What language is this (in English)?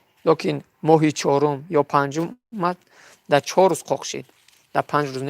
Tajik